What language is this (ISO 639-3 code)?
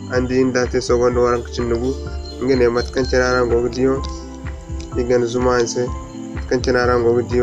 dje